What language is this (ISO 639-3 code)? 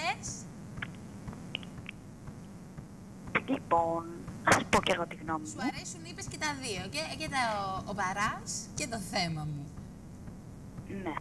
ell